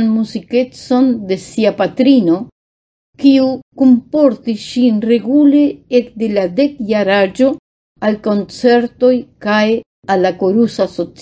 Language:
Esperanto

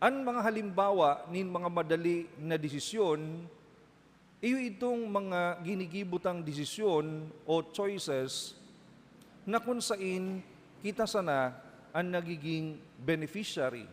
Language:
Bikol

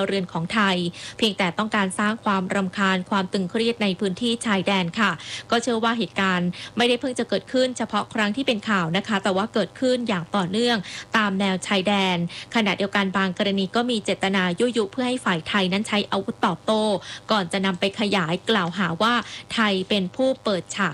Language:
Thai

